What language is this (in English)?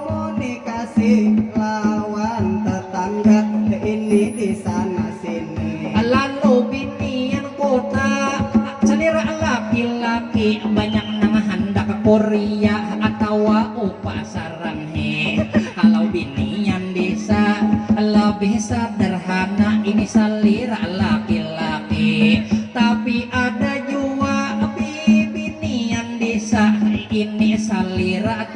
Banjar